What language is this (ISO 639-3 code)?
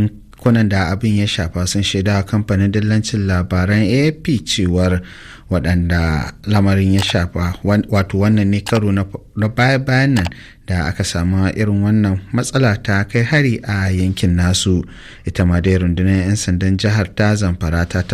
hau